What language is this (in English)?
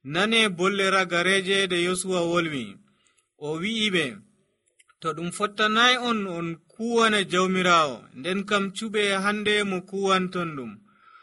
Nigerian Fulfulde